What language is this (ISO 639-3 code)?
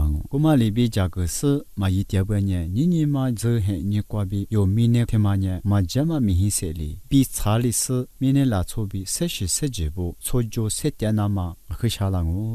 lis